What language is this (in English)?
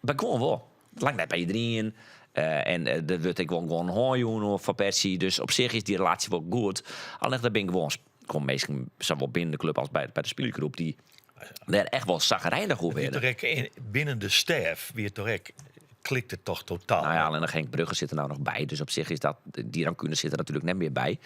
Western Frisian